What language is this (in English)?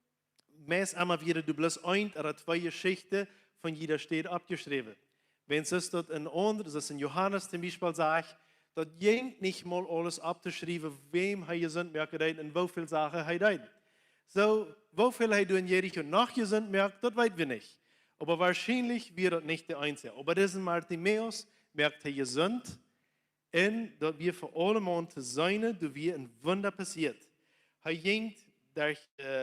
Plautdietsch